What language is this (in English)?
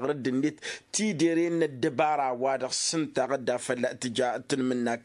Tamasheq